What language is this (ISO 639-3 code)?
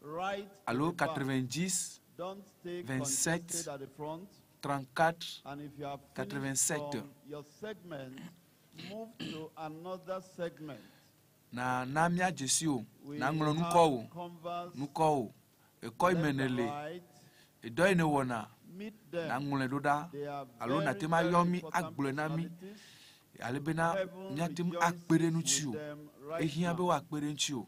ewe